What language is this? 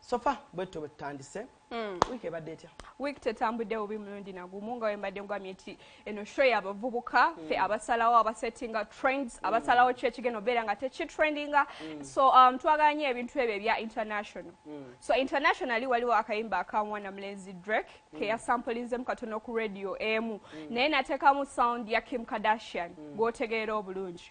Ganda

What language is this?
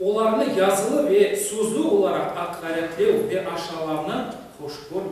Crimean Tatar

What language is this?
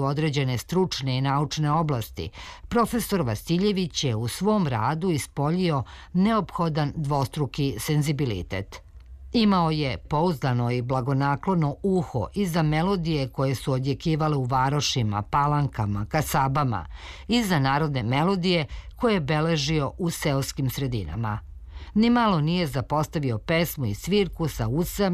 Serbian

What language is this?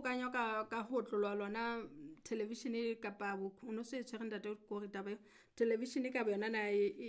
Southern Sotho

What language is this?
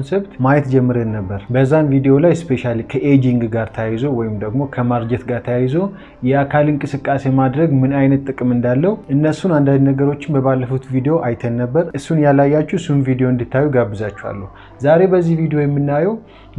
Amharic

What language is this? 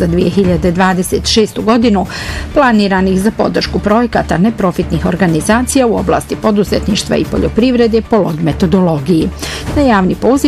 Bosnian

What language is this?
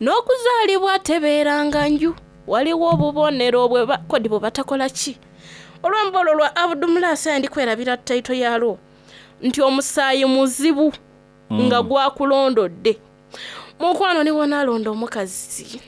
Soga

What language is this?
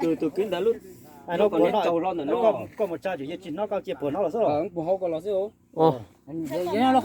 Hmong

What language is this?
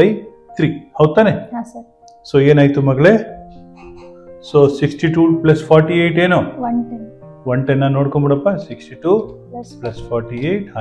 Kannada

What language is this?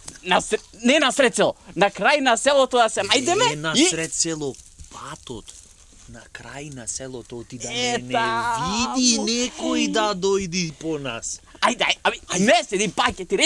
Macedonian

